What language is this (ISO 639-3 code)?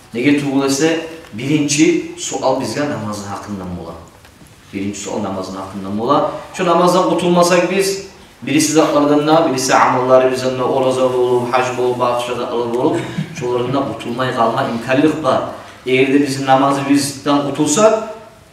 kum